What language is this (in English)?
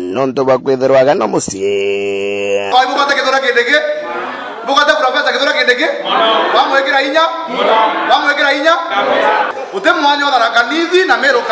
Meru